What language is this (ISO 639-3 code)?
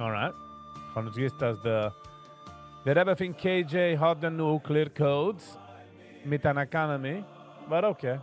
yid